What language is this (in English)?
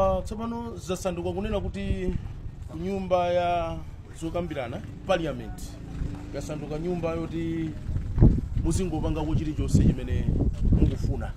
Nyanja